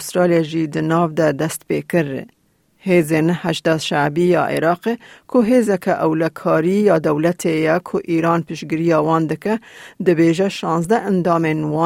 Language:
Kurdish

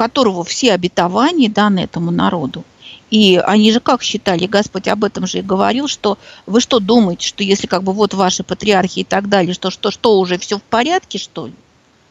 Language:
Russian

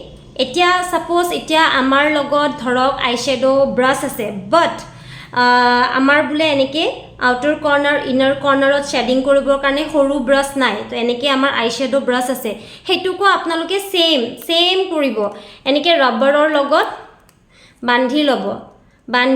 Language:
Assamese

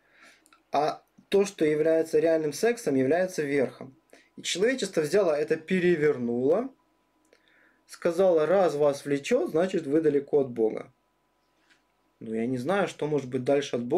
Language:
Russian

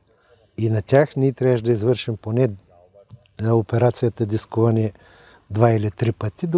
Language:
Bulgarian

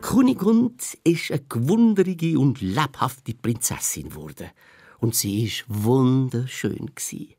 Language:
Swiss German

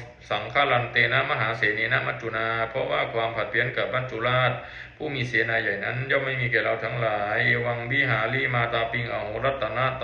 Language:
Pali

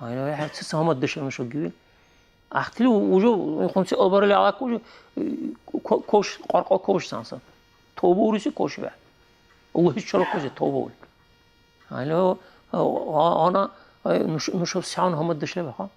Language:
Dargwa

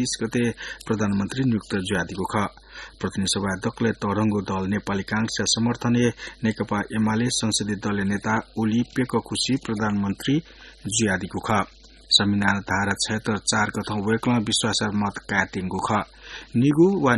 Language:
Newari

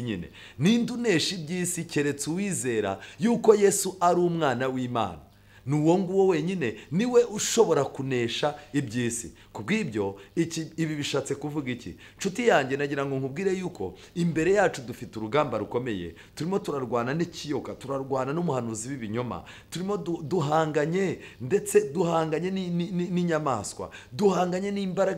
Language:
Kinyarwanda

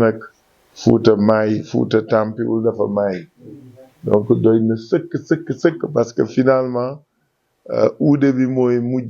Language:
Wolof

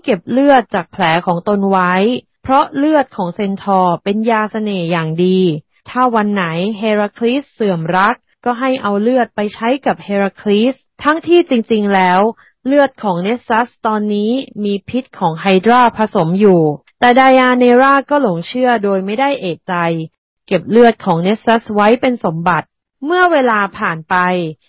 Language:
Thai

